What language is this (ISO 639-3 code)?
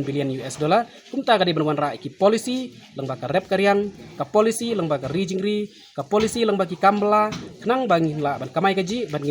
kha